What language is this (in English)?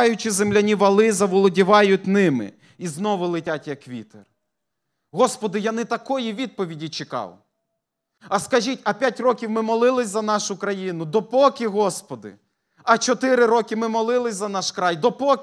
Ukrainian